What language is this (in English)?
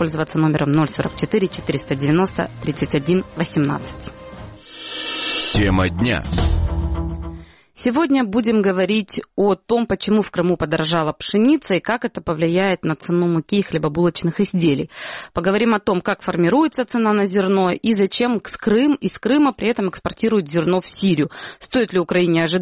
Russian